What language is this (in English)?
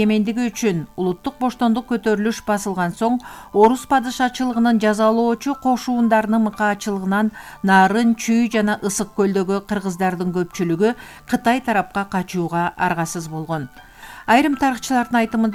Kyrgyz